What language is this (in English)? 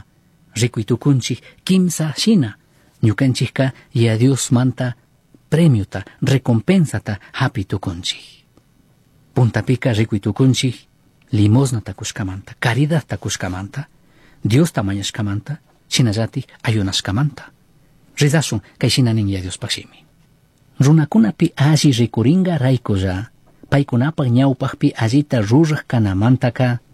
Chimborazo Highland Quichua